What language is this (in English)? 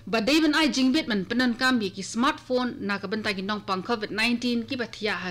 Khasi